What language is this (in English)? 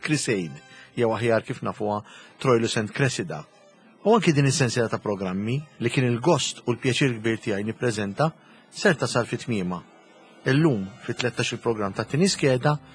Maltese